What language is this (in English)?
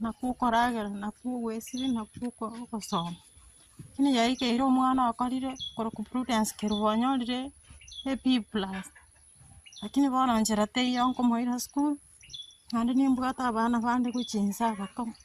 Gusii